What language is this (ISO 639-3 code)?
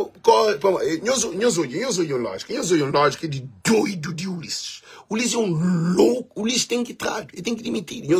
kea